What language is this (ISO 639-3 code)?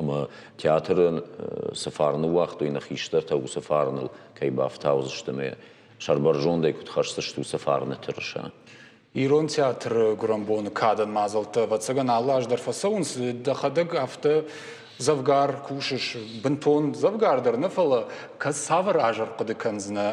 oss